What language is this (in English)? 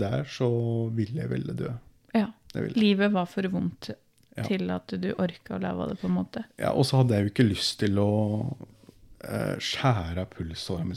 Norwegian